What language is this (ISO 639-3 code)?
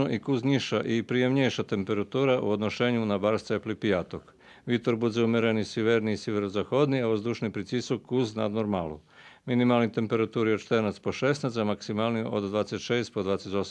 rue